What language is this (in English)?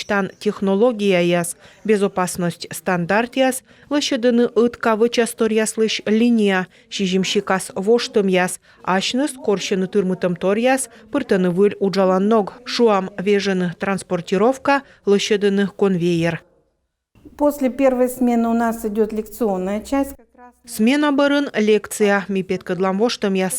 Komi